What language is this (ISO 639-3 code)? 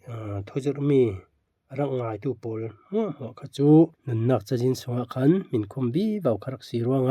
cfm